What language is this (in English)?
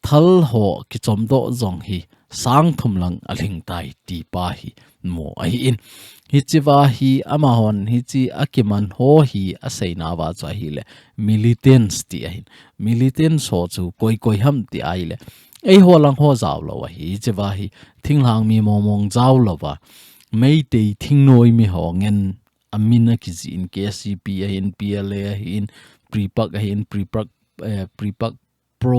Thado Chin